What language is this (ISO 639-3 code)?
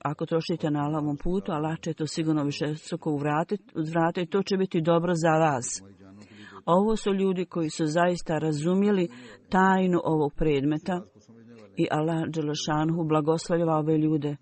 bos